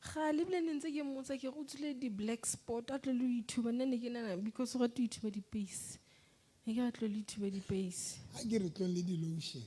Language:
Southern Sotho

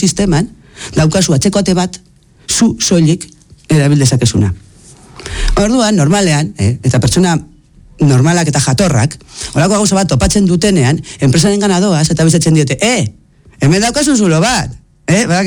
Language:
Basque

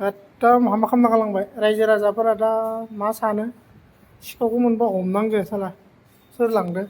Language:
Bodo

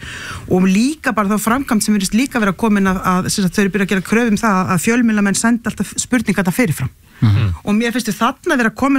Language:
Icelandic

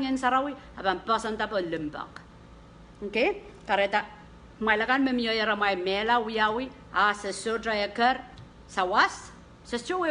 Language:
Pohnpeian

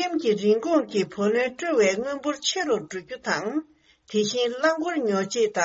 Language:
Tibetan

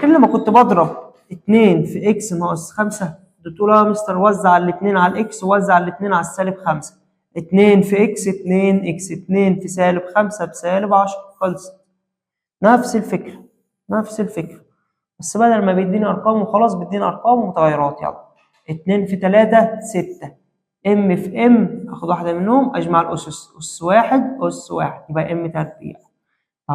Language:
Egyptian Arabic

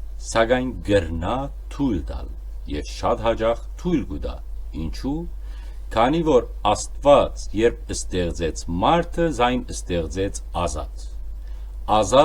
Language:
Western Armenian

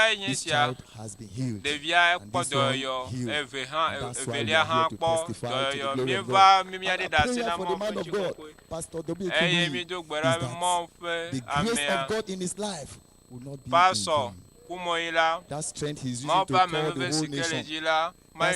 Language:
Ewe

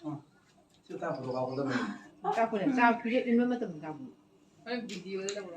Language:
Manipuri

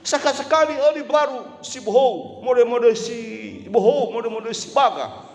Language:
Nias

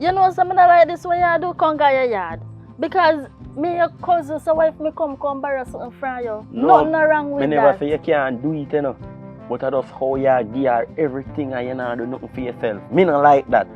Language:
Jamaican Creole English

